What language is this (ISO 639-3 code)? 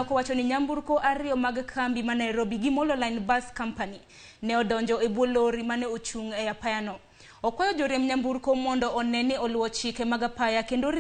luo